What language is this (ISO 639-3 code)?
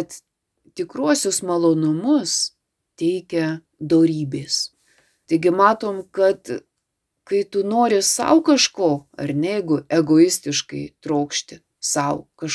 lit